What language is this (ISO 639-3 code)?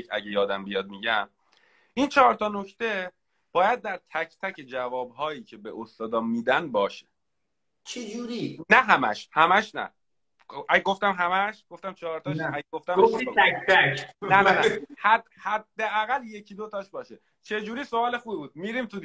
fas